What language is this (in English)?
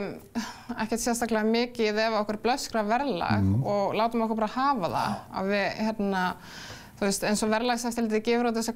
Icelandic